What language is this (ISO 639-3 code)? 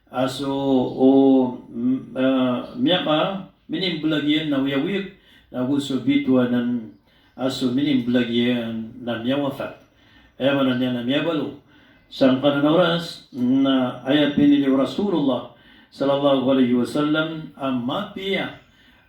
mrw